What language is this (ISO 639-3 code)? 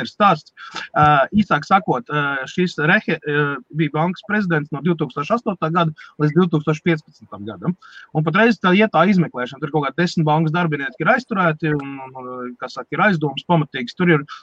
lav